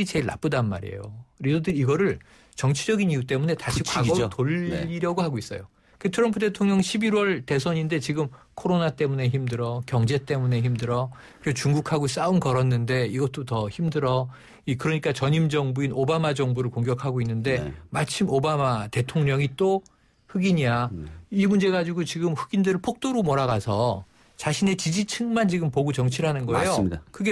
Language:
Korean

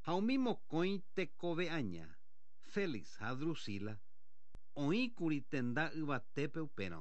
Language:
Guarani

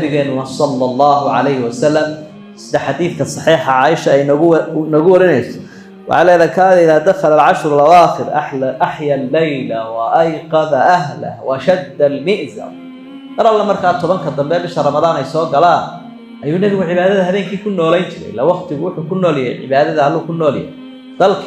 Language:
Somali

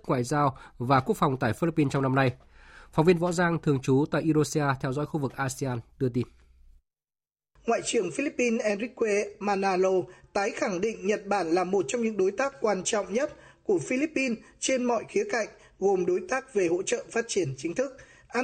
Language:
Vietnamese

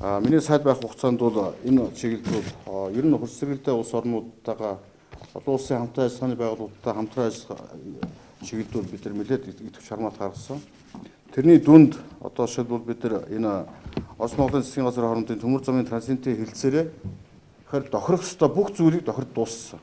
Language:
Mongolian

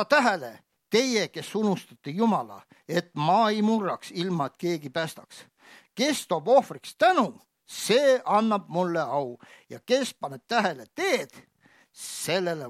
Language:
Estonian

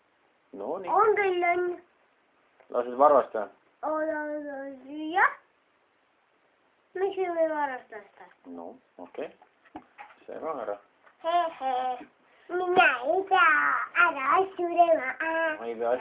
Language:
Estonian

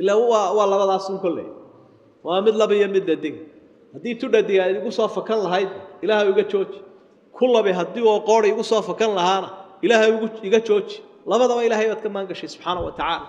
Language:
Somali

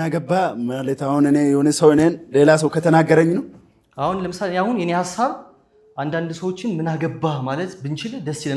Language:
Amharic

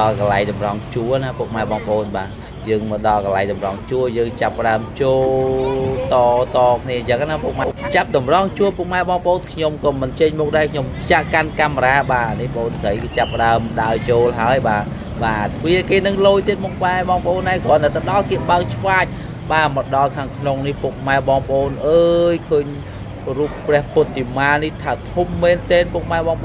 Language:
Khmer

